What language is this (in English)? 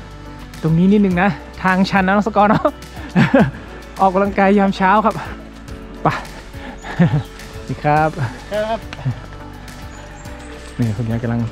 Thai